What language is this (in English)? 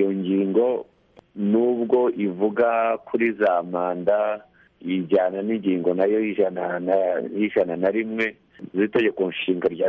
Kinyarwanda